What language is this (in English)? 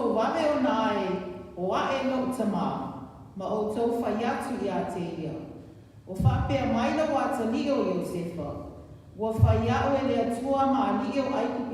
Samoan